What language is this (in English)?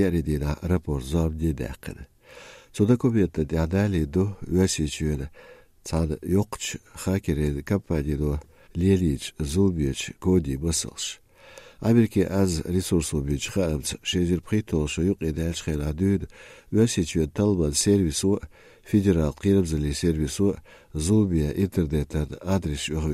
Chechen